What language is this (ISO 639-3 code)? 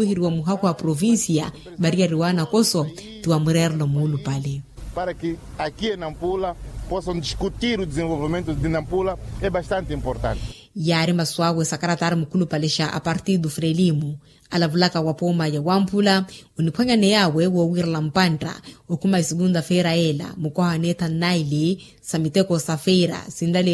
vmw